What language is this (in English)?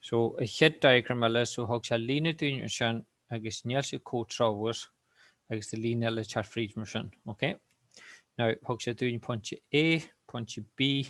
Irish